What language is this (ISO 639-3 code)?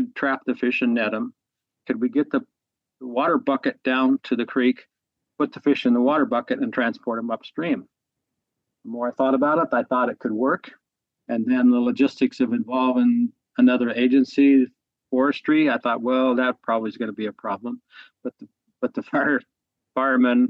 eng